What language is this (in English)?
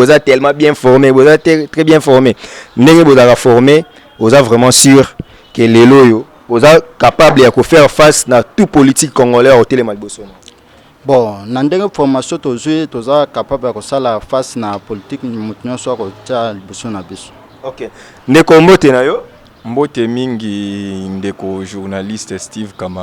Lingala